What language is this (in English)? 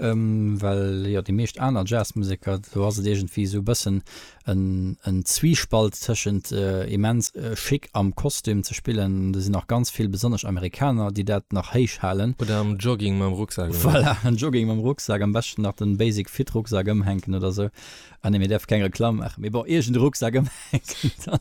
Luxembourgish